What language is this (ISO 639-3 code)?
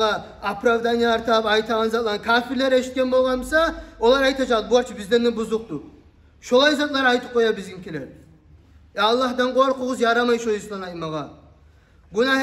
kum